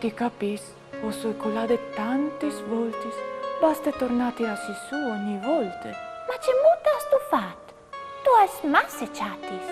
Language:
Friulian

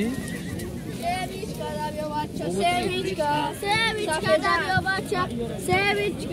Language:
Tajik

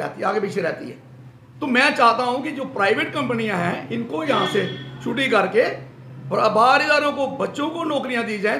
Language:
Hindi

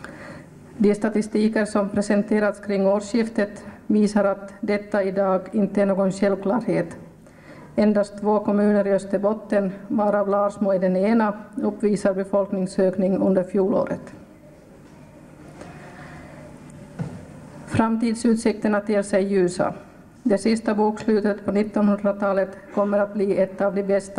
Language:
Swedish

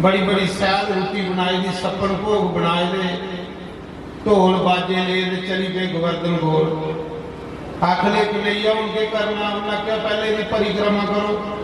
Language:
Dogri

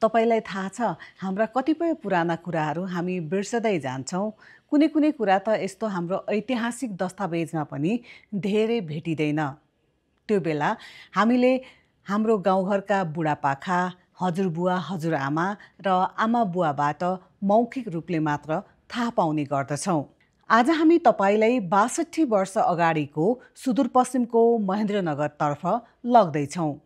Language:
Nepali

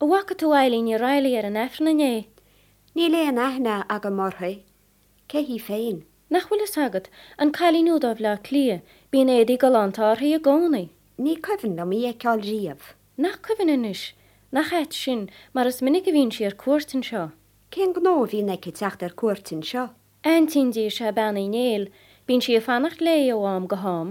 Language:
Irish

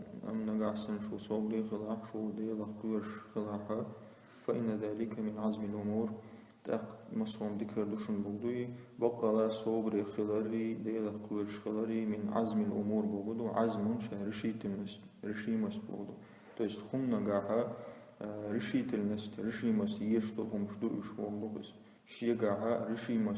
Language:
Chechen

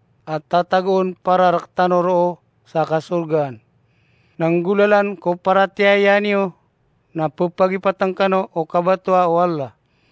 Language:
Maranao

